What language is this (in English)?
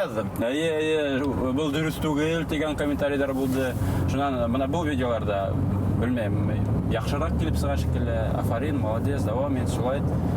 Bashkir